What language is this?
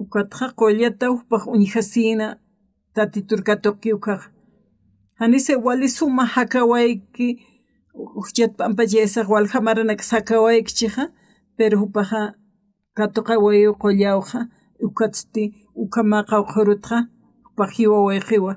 Aymara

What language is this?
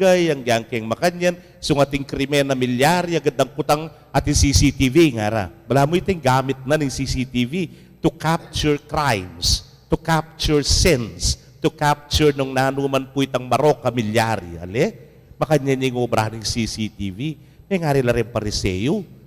Pampanga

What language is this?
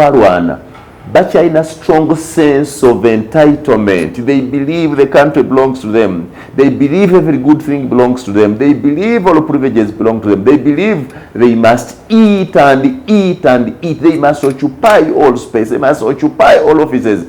Ganda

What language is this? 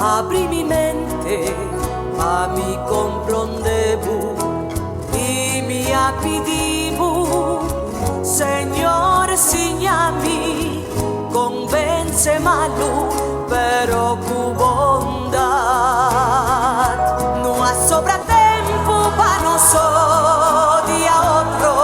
Papiamento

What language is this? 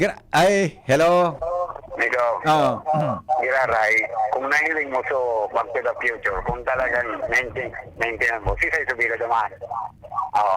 Bikol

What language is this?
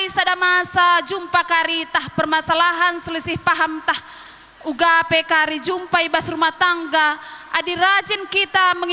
Batak Karo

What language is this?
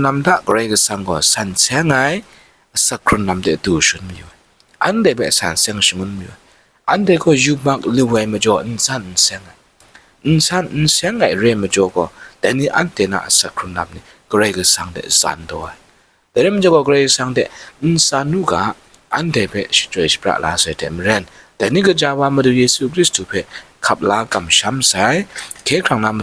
Kachin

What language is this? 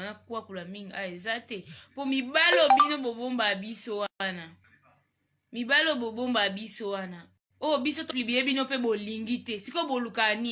Lingala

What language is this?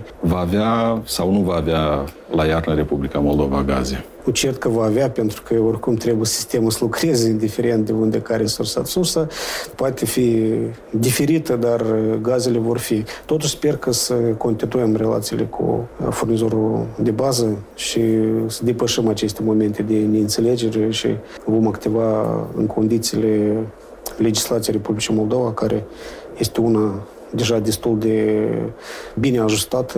Romanian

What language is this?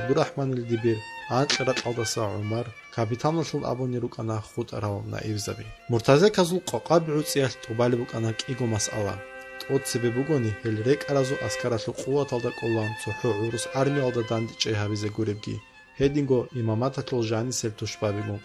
Avaric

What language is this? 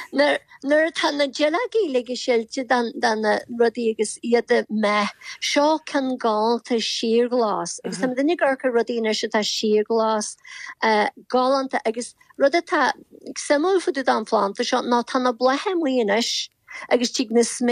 Irish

